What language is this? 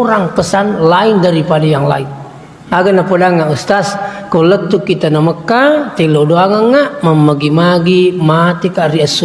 Buginese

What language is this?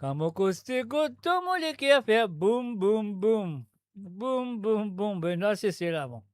Morisyen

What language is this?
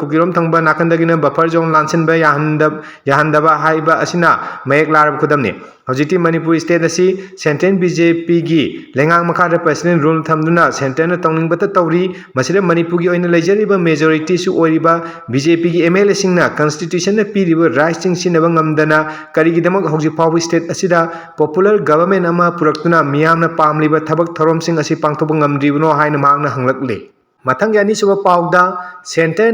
Manipuri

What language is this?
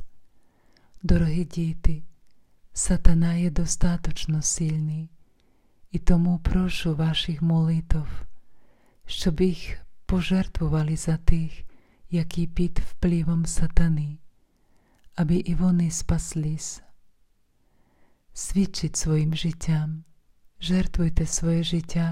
Ukrainian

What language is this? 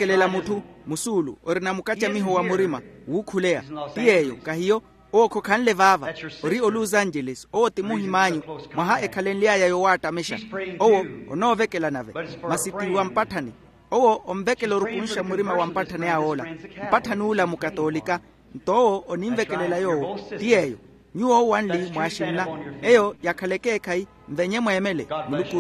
Makhuwa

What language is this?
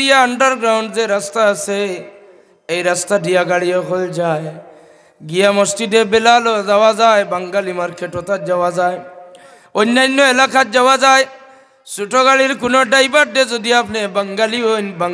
Sylheti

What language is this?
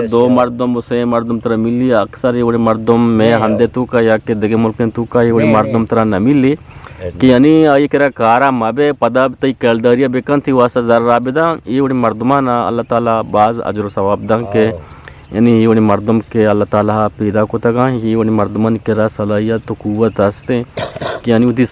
Eastern Balochi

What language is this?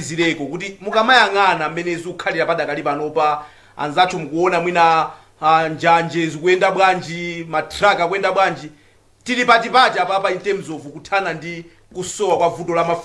Nyanja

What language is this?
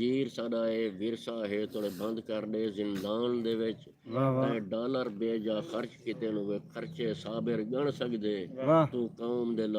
Saraiki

